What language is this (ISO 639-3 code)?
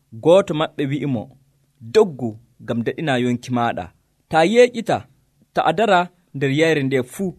fuv